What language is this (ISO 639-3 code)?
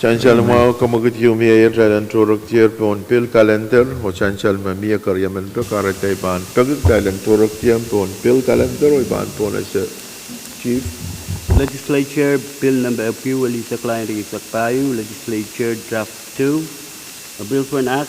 pon